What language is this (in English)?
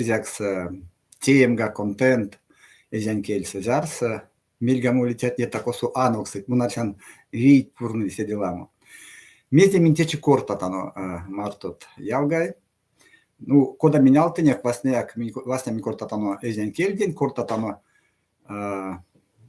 Erzya